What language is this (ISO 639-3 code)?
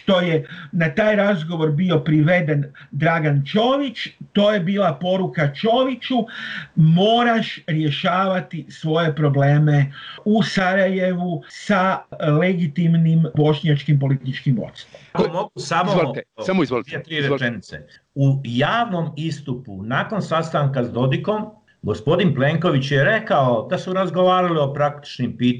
bos